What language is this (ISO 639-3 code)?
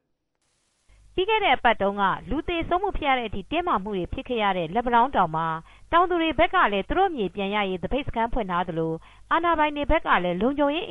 mya